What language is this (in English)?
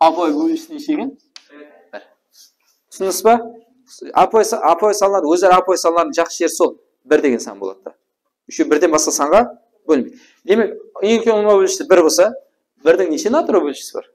Kara-Kalpak